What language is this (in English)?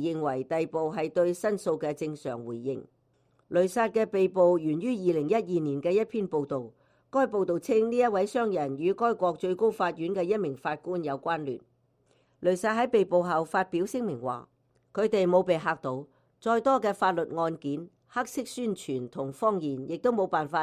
Cantonese